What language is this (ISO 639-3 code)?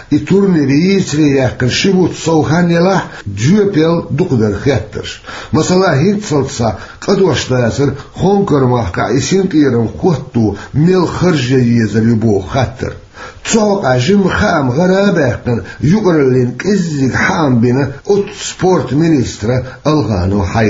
che